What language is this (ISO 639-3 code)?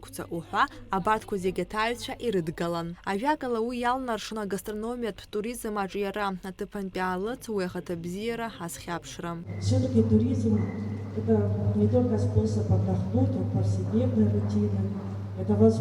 abk